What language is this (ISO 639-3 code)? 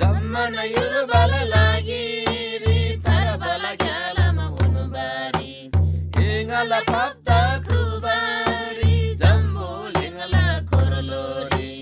taj